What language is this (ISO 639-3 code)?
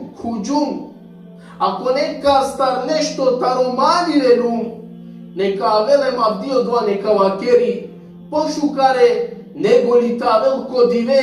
rmn